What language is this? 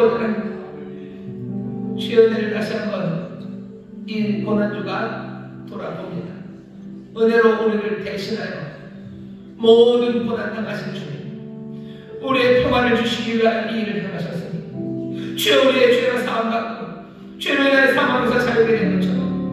Korean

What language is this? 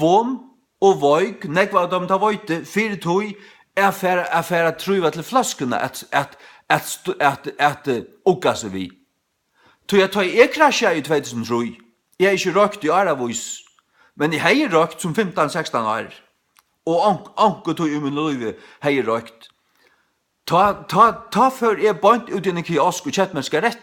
Faroese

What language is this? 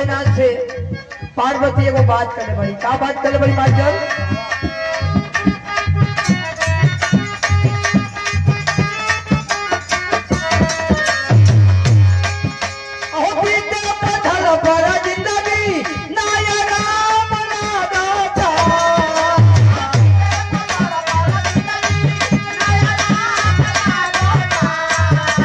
Bhojpuri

